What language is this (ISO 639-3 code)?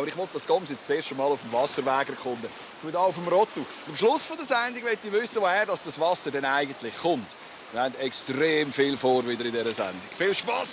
gsw